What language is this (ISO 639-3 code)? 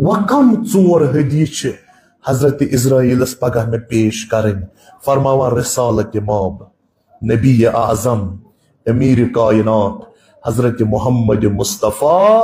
kas